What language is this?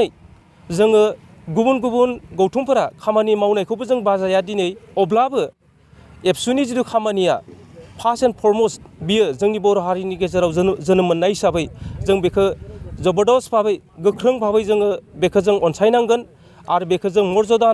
Bodo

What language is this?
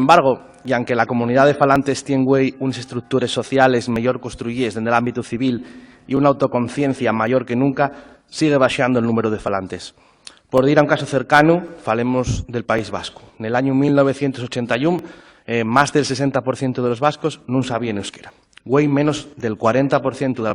Asturian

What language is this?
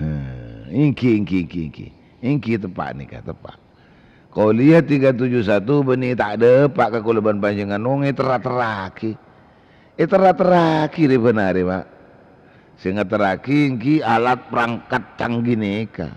Madurese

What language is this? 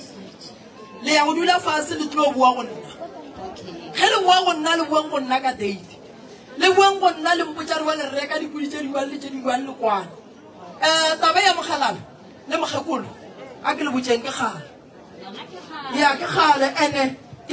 Northern Sotho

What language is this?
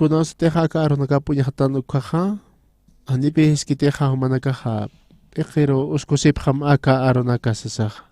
Aymara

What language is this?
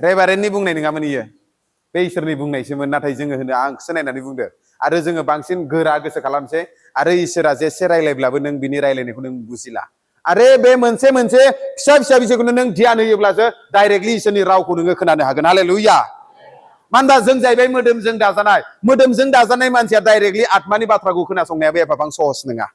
Bodo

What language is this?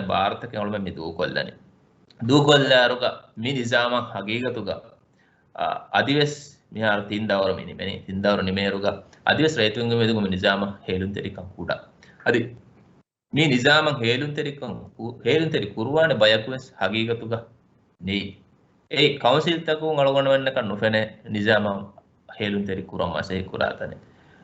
Divehi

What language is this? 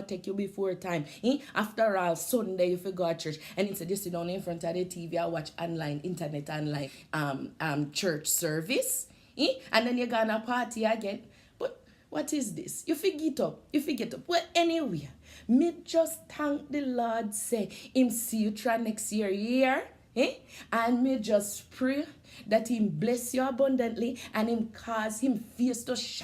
Jamaican Creole English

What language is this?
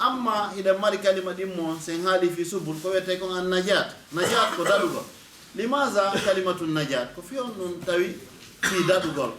Fula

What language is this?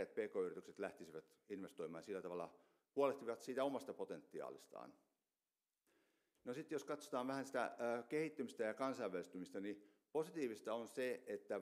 Finnish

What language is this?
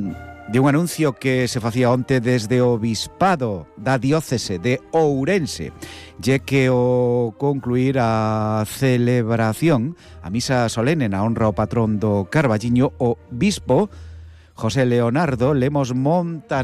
Galician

